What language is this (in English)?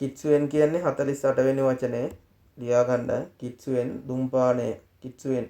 Sinhala